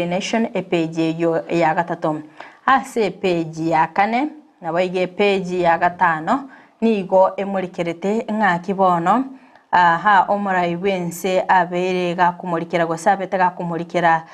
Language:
Gusii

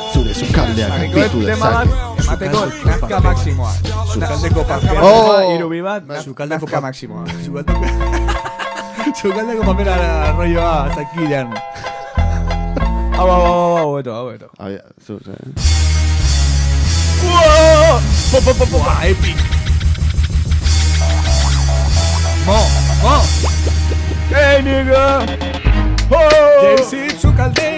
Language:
Basque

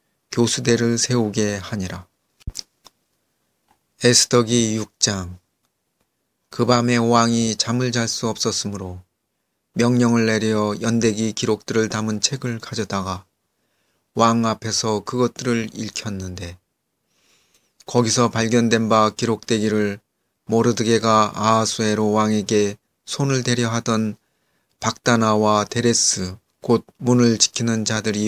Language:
Korean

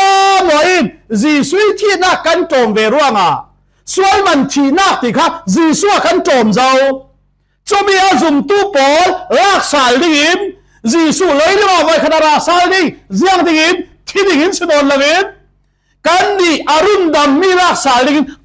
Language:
Falam Chin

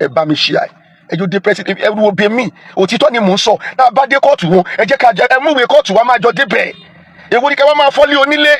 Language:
Yoruba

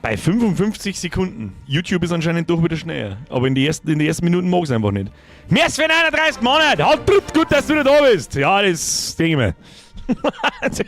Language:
Bavarian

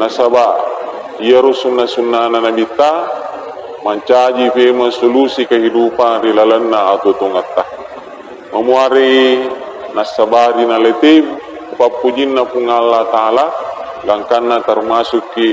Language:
Buginese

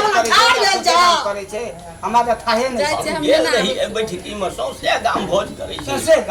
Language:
Maithili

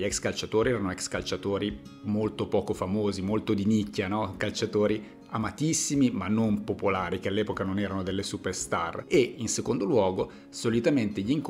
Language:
Italian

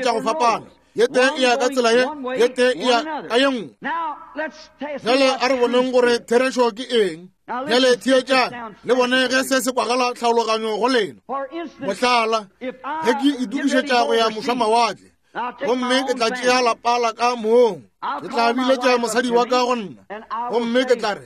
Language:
Northern Sotho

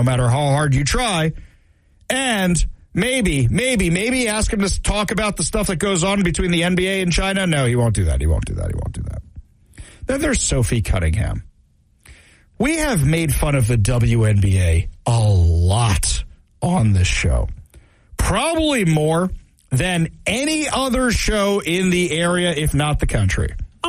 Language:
English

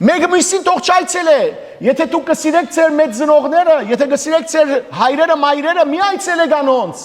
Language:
Western Armenian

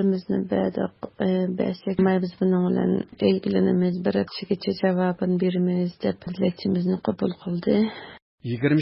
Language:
Uyghur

